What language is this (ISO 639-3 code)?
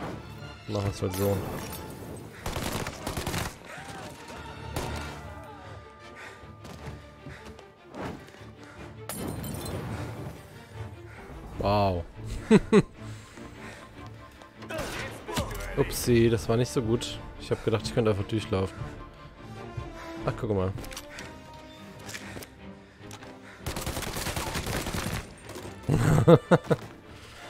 deu